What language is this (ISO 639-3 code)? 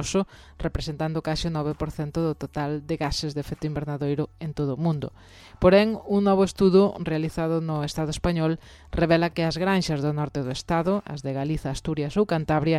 glg